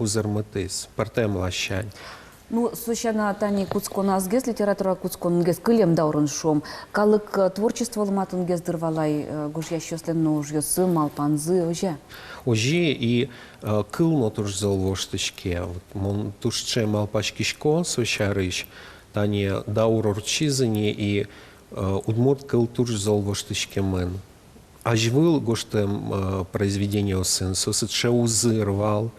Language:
Udmurt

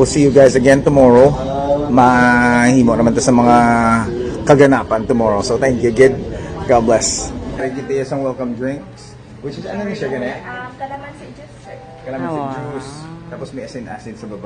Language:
Hiligaynon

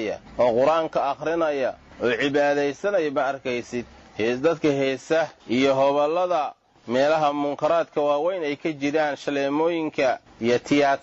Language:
Somali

